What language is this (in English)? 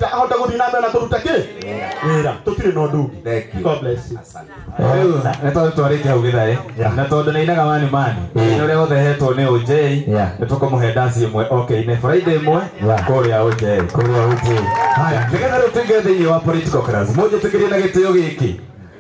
Kikuyu